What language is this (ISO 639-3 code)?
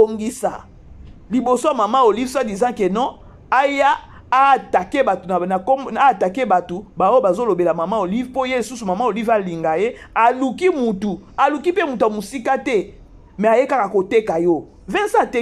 lin